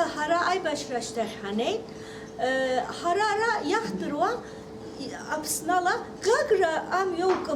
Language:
Abkhazian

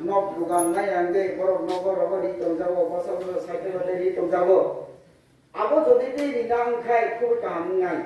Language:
Kok Borok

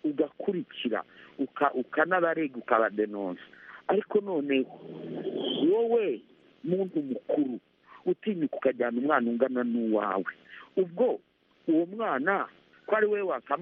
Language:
Kinyarwanda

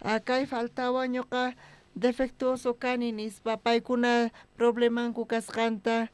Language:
South Bolivian Quechua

